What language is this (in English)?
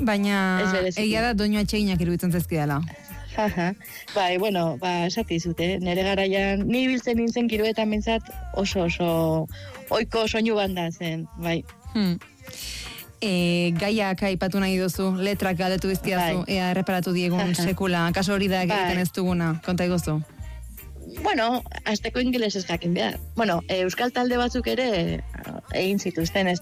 Basque